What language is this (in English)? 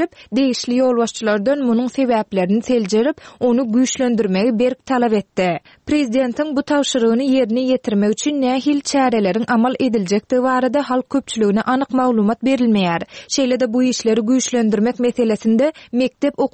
Turkmen